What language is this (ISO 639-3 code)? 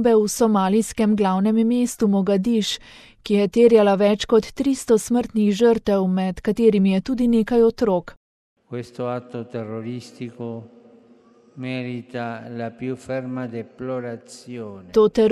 slv